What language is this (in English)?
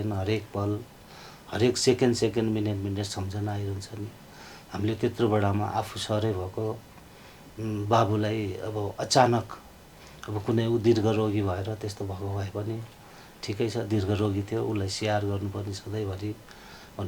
Nepali